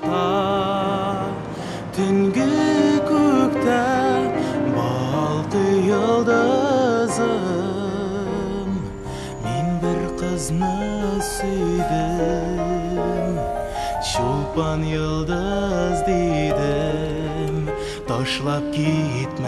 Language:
Tatar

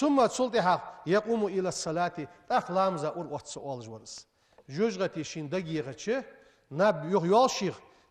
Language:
Ingush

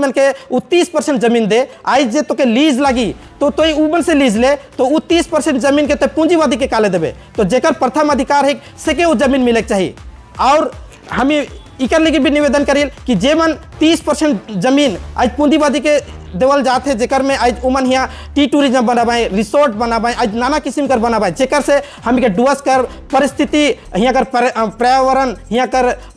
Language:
Sadri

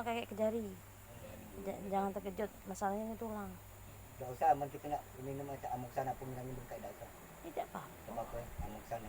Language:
Musi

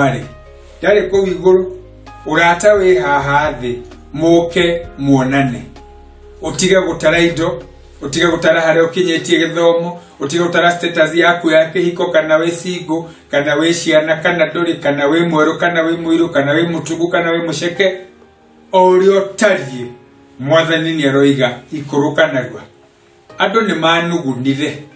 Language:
Kikuyu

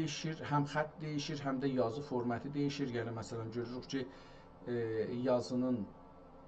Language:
South Azerbaijani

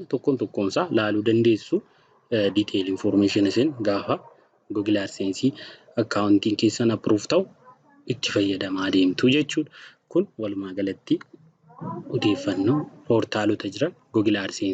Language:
Oromo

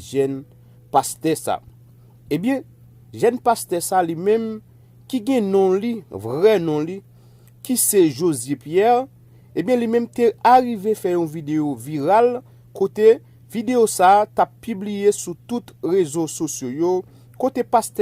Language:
Haitian Creole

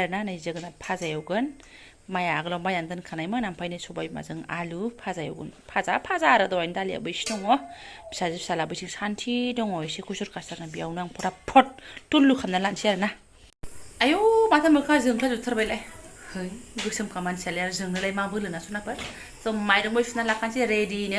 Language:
Bodo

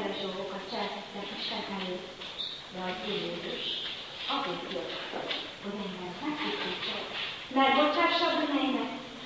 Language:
Hungarian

